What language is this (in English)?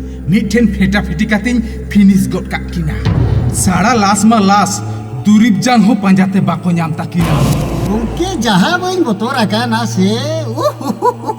Santali